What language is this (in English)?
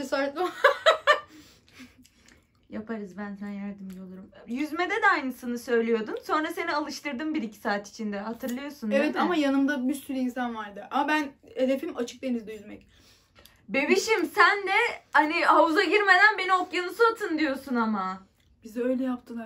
Turkish